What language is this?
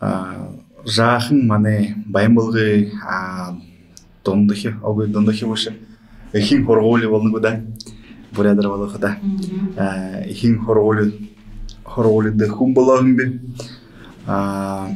Buriat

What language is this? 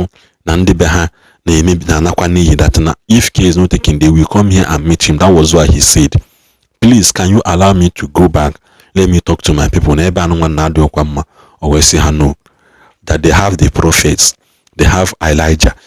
Igbo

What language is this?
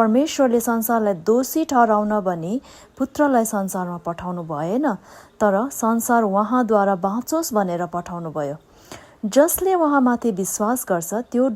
Nepali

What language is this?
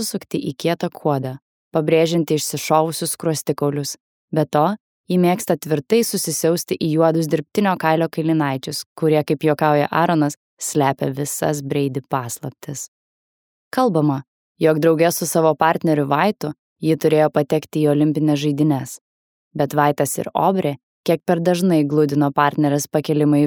Lithuanian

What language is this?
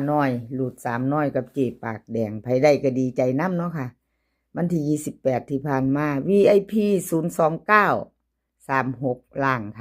Northeastern Thai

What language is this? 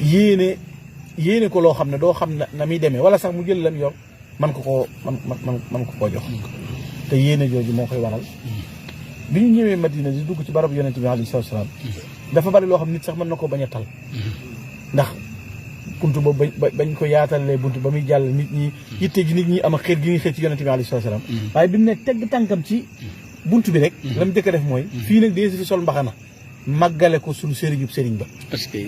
Wolof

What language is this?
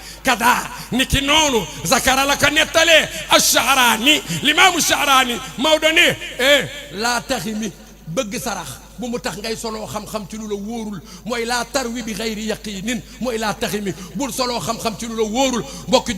Wolof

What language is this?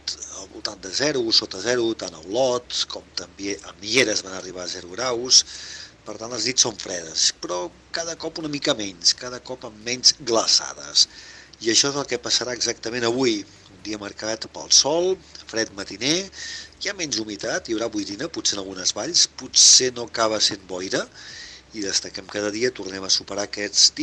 Catalan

